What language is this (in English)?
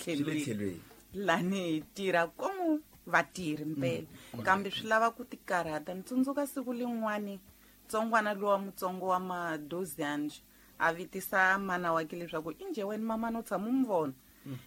Tsonga